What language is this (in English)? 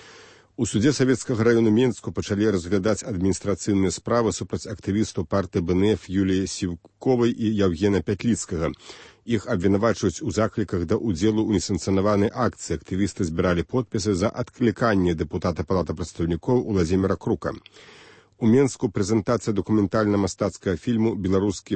Belarusian